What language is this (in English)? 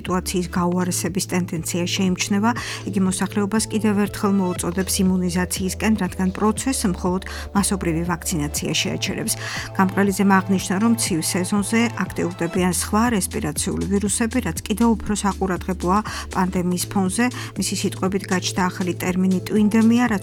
Georgian